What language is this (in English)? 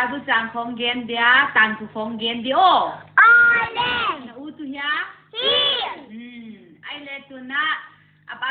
Paite Chin